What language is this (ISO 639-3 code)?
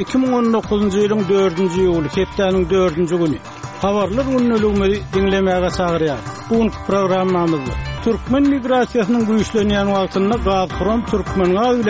tuk